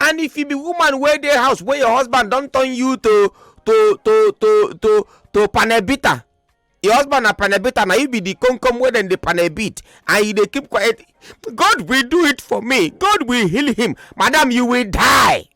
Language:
Nigerian Pidgin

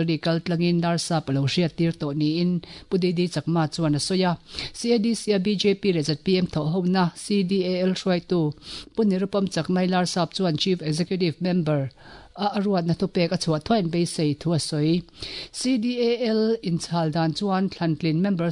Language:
Mizo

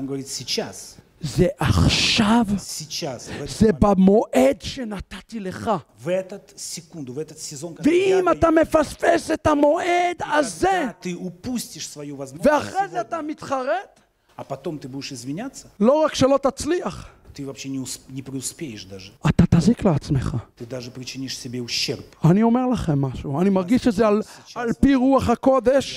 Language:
Hebrew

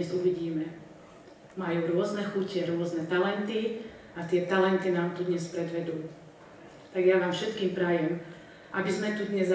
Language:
Slovak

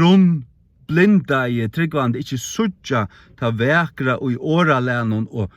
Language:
Faroese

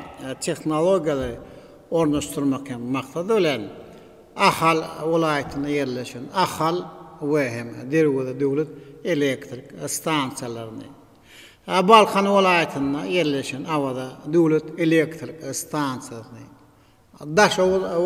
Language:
Turkmen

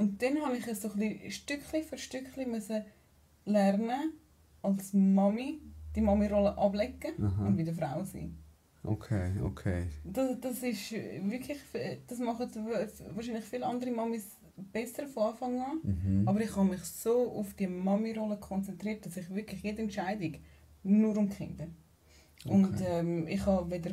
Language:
Swiss German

